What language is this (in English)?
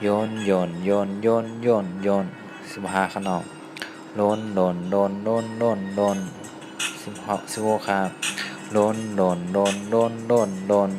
Shan